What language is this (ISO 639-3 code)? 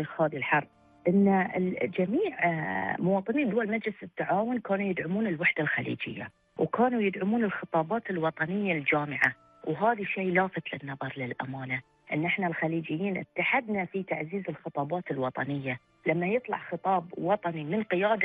afb